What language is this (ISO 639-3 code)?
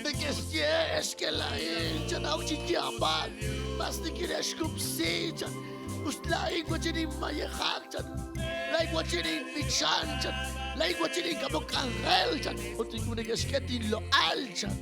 kek